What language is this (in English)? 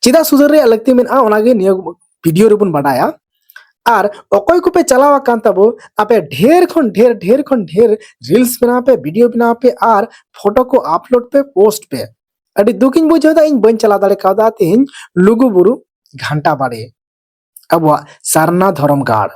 Santali